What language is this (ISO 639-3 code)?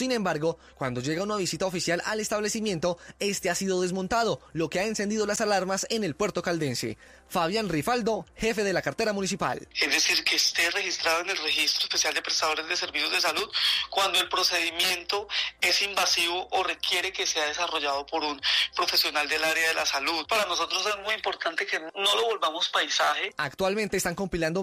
spa